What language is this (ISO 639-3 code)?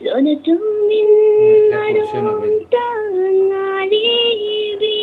mni